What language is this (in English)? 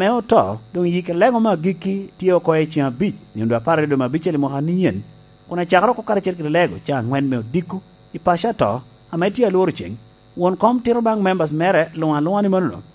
Lango (Uganda)